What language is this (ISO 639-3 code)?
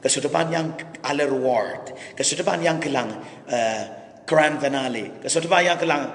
pon